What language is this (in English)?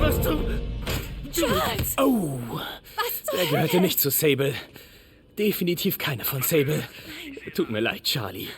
Bavarian